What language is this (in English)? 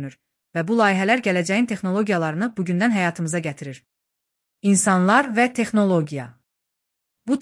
Azerbaijani